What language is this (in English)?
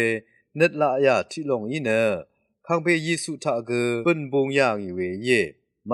Rawang